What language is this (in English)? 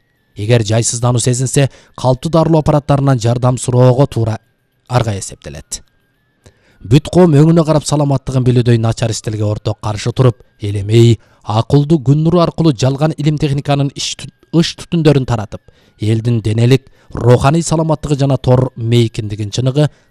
Kyrgyz